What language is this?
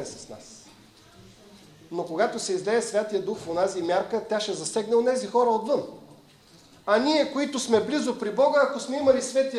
Bulgarian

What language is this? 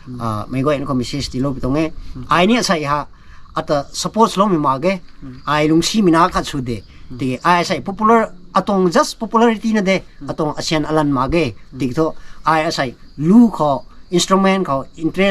Rongmei Naga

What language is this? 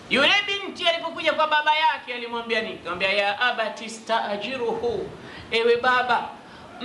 Swahili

